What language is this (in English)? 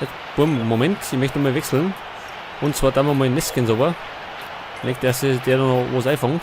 Bavarian